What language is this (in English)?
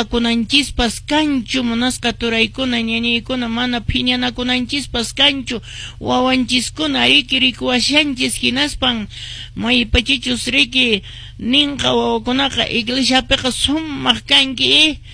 Quechua